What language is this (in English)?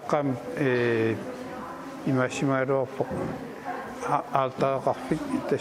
Kalaallisut